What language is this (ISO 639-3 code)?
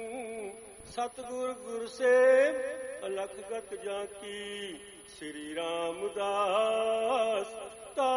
pan